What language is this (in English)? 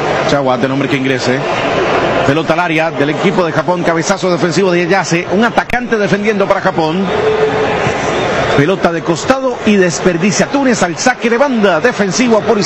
Spanish